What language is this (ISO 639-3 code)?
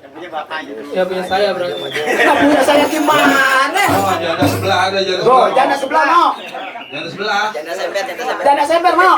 bew